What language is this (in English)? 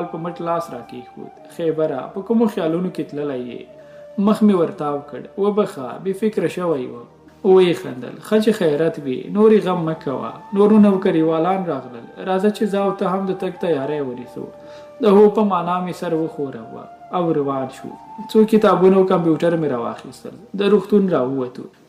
Pashto